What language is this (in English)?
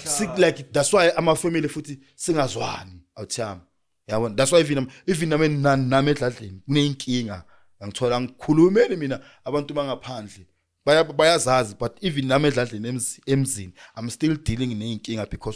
Zulu